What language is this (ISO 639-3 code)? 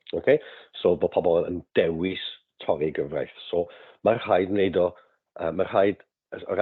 cym